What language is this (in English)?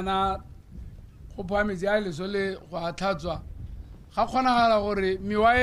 Tswana